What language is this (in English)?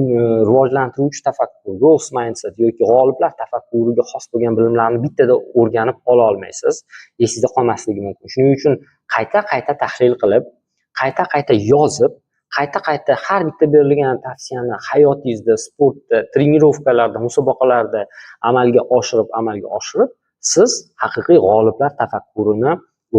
Uzbek